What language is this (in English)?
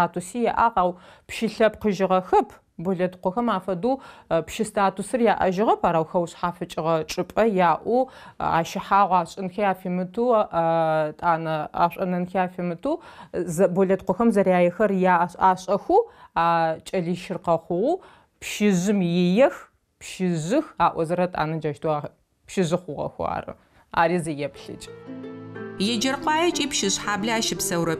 Adyghe